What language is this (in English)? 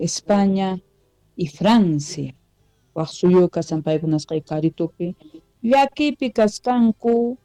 Quechua